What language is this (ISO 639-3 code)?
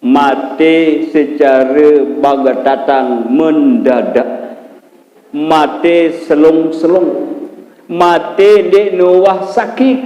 sas